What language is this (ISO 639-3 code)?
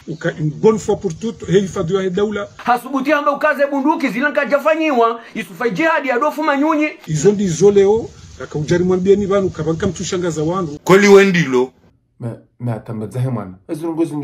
zdj